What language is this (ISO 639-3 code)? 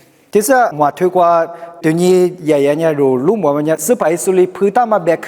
lis